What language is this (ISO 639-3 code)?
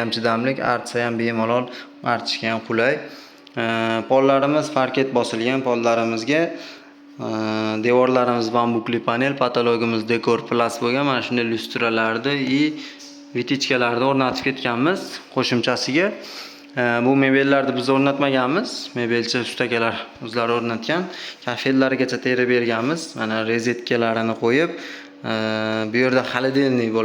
uzb